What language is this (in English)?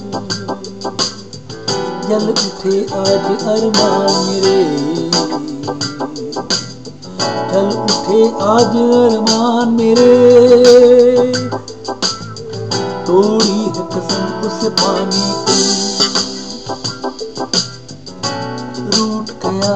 Hindi